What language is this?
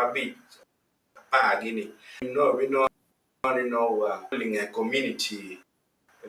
Acoli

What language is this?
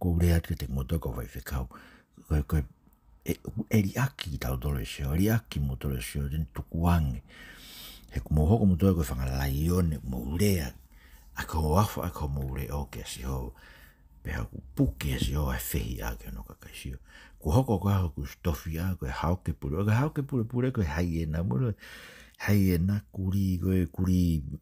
Tongan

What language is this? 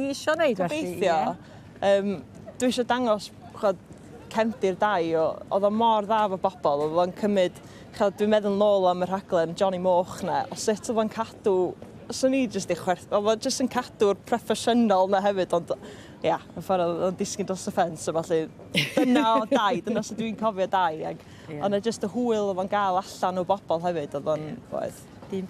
Welsh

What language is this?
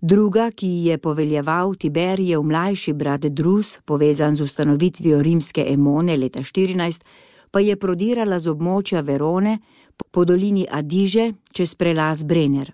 Slovenian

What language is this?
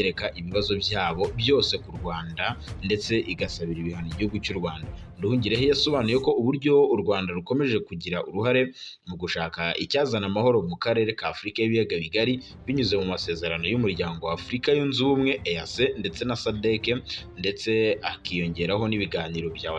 Kinyarwanda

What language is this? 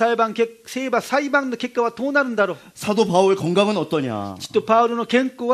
Korean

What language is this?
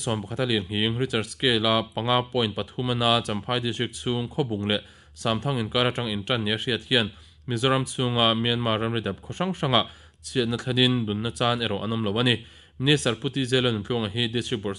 Mizo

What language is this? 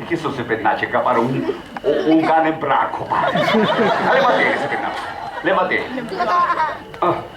Sicilian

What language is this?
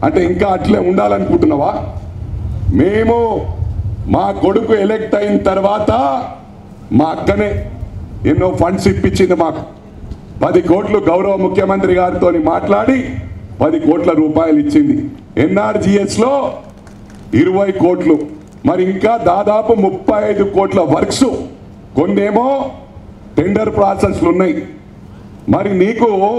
Telugu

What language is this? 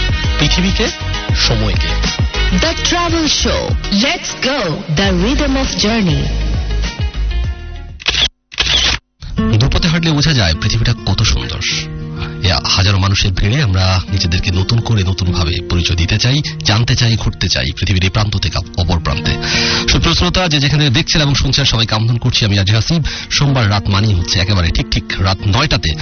Bangla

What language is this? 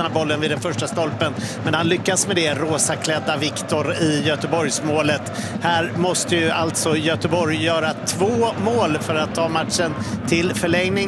Swedish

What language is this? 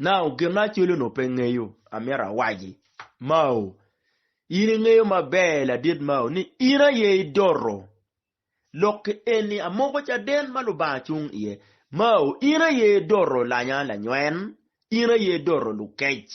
Acoli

